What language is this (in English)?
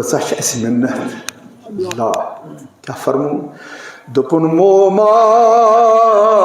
Kashmiri